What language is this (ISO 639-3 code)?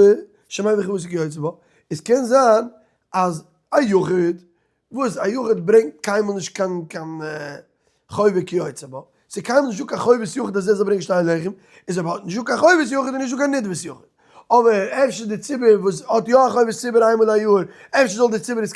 yid